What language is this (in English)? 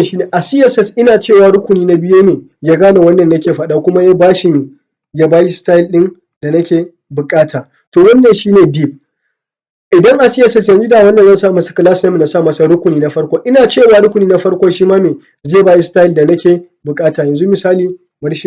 Hausa